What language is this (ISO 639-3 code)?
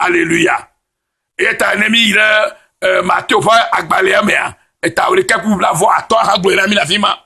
ewe